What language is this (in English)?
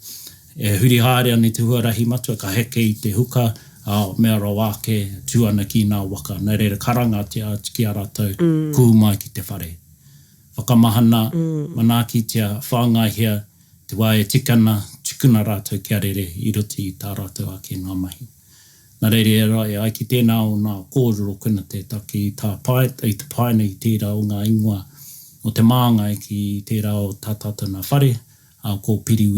Māori